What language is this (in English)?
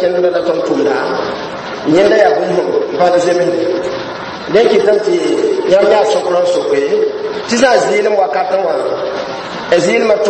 Mossi